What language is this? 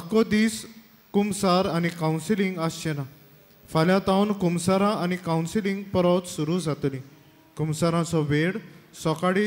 Konkani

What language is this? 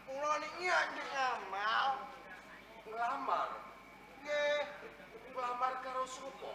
Javanese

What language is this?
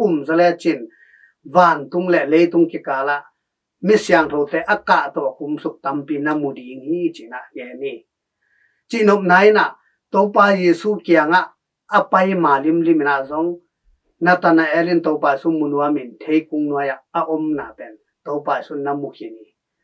Tedim Chin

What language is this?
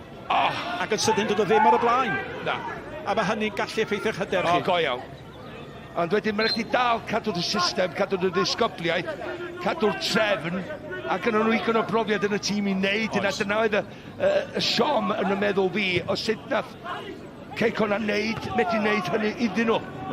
Welsh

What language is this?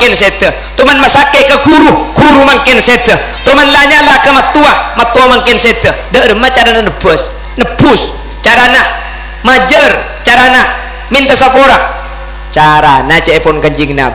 Madurese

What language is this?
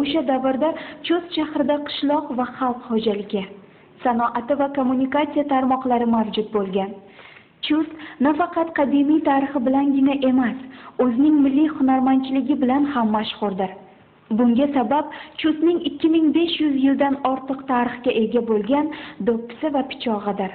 Uzbek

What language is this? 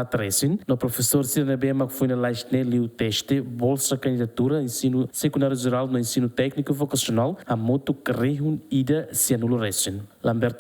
Tetum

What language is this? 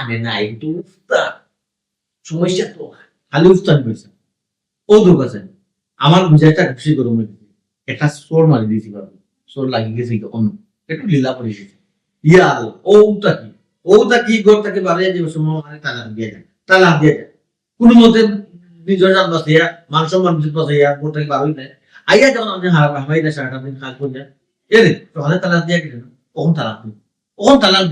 Sylheti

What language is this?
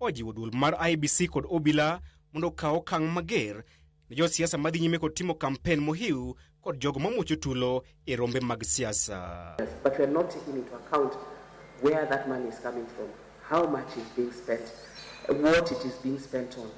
Luo (Kenya and Tanzania)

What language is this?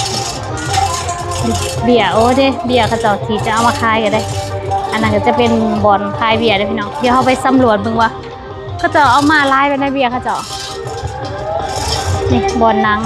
Lao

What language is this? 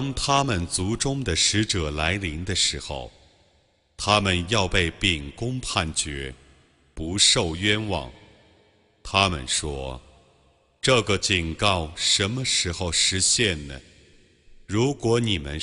Chinese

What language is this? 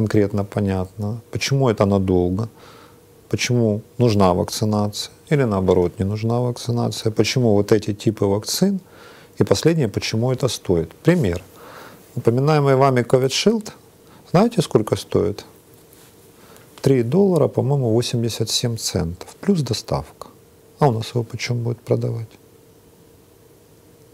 Russian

